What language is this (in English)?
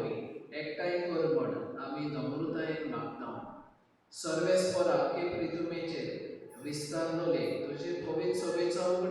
Konkani